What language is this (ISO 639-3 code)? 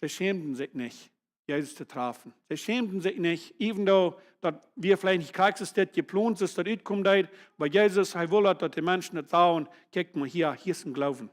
pdt